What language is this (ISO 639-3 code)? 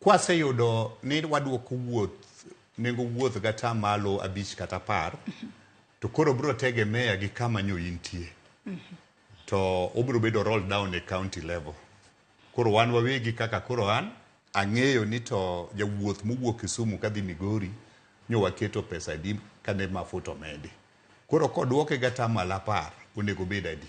luo